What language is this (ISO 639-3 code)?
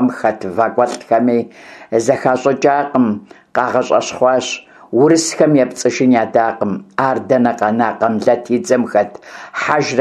kbd